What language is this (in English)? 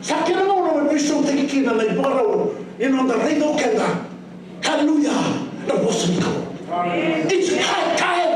Fijian